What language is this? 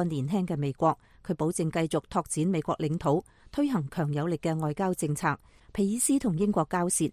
Cantonese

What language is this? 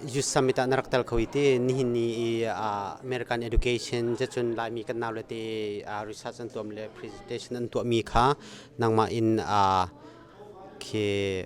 Hakha Chin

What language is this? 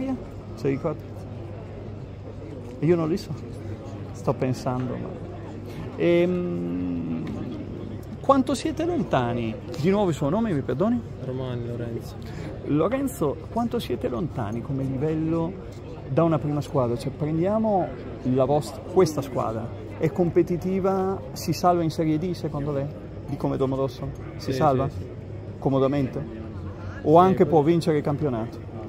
Italian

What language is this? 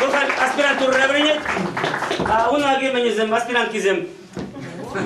Chuvash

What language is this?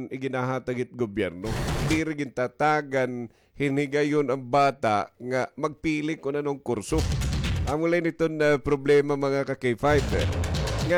Waray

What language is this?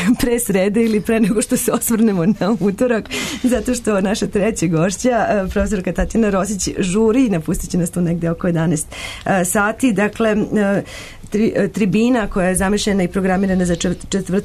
Serbian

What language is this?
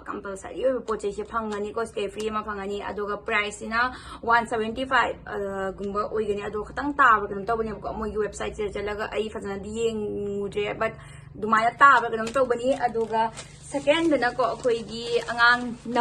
Manipuri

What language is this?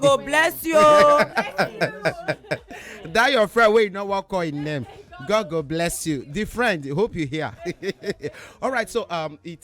Nigerian Pidgin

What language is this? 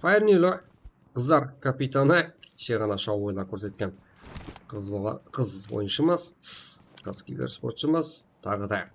Kara-Kalpak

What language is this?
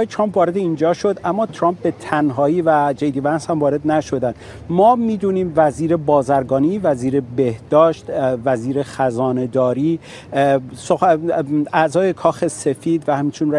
Persian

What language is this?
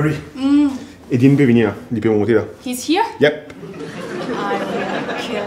Morisyen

